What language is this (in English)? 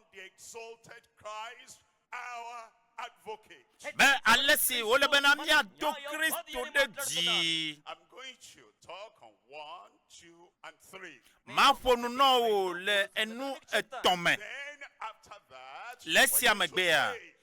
Ewe